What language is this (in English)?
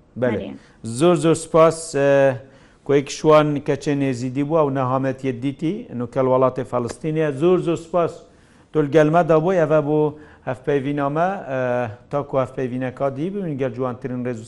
Kurdish